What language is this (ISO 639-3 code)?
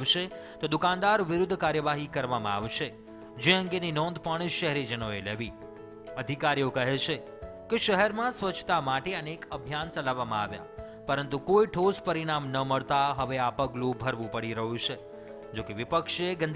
guj